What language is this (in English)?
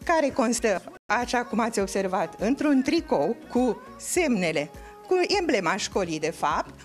Romanian